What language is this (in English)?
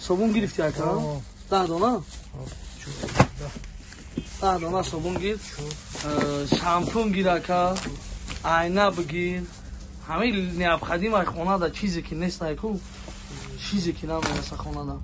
Tajik